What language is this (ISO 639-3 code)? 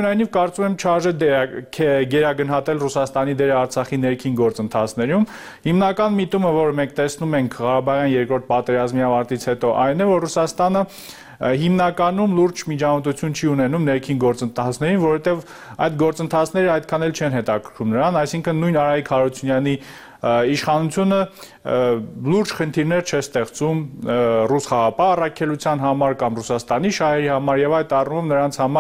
hye